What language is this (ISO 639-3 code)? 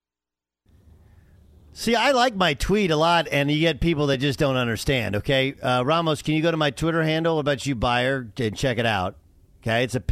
eng